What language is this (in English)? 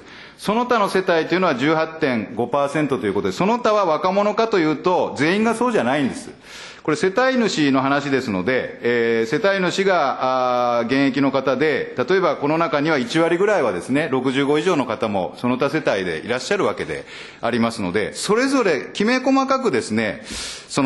Japanese